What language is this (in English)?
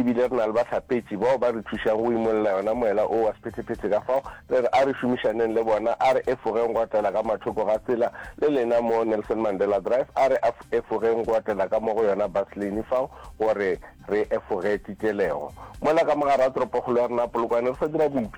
Northern Sotho